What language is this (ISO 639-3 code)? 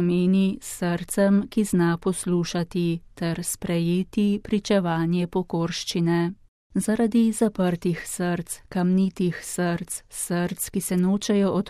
slv